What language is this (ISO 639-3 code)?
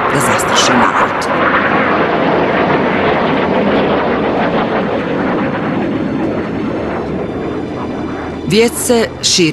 bos